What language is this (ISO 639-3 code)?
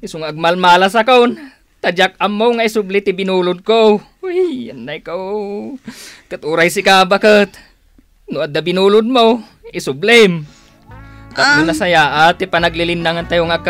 ilo